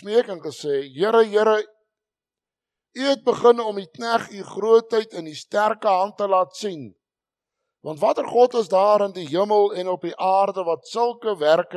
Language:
Afrikaans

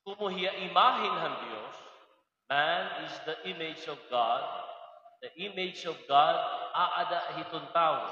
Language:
Waray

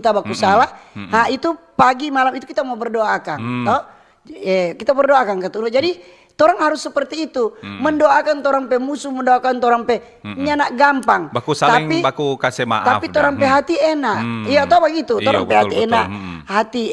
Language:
Manado Malay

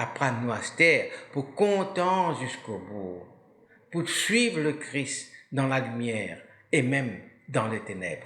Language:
Morisyen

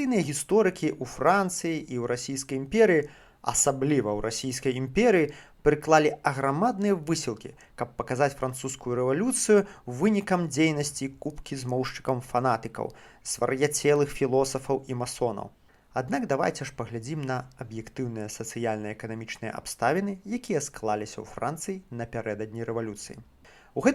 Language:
Belarusian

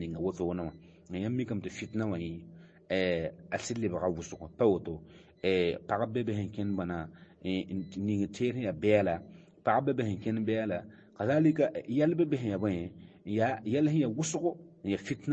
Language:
Mossi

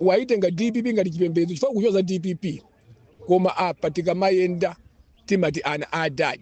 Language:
Nyanja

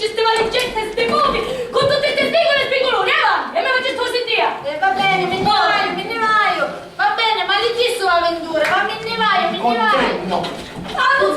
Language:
Sicilian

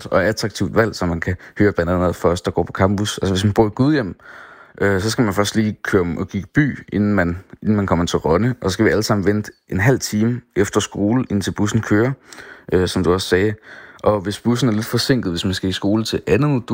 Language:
Danish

